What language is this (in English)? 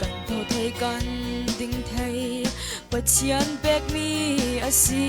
Falam Chin